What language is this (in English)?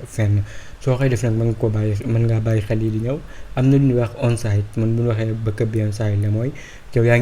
Wolof